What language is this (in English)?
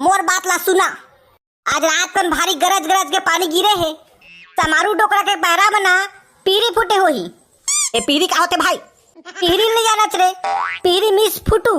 Chhattisgarhi